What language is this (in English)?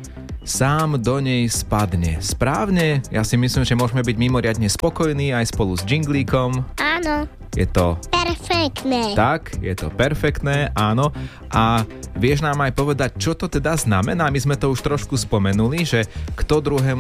Slovak